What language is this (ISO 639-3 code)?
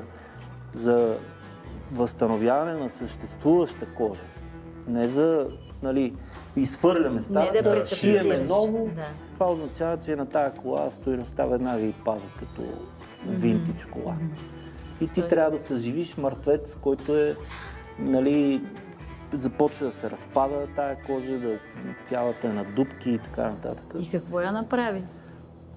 bul